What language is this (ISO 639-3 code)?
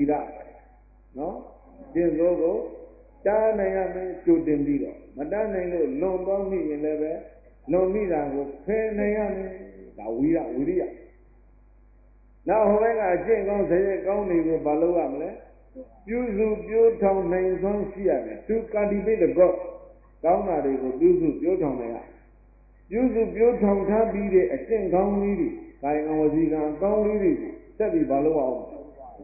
mya